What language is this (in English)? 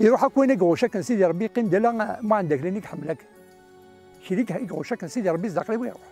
Kabyle